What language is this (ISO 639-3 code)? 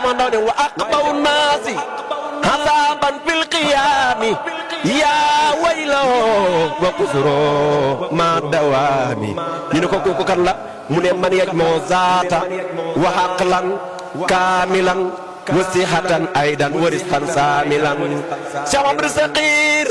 wol